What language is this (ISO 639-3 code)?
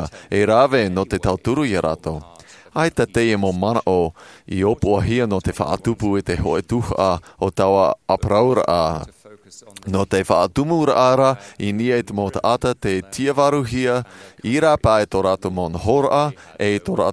tah